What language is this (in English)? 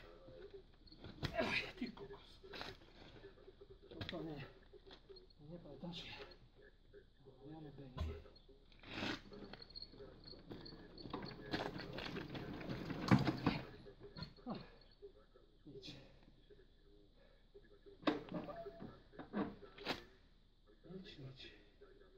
Slovak